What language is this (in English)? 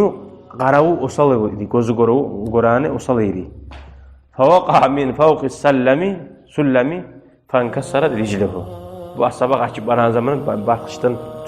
Kumyk